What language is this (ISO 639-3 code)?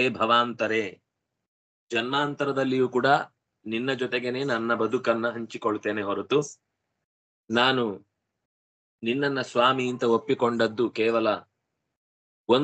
kan